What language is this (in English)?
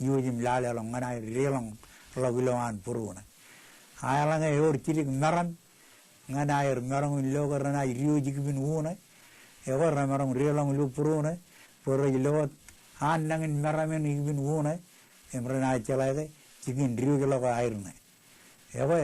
Marshallese